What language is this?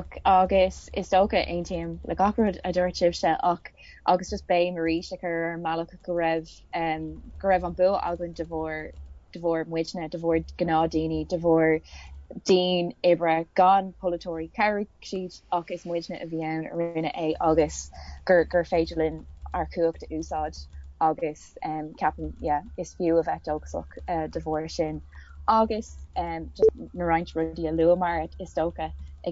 Irish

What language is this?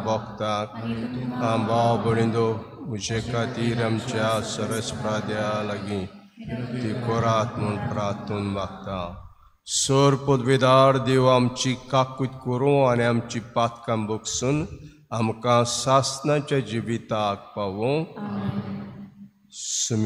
Konkani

